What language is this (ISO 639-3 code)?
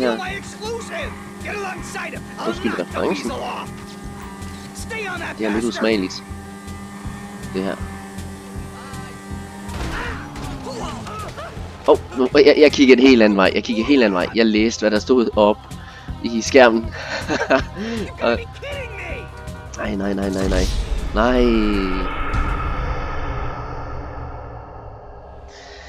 dan